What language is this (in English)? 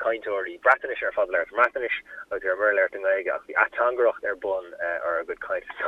Irish